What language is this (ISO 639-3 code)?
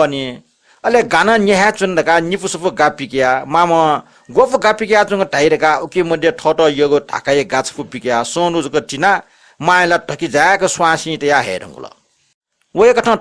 new